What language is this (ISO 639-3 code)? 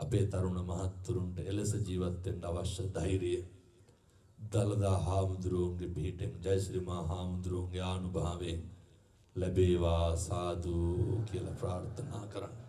sin